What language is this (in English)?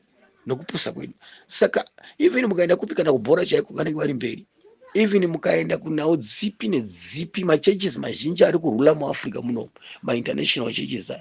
Shona